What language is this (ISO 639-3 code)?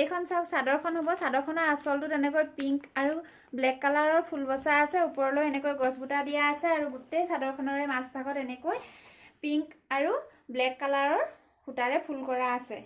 asm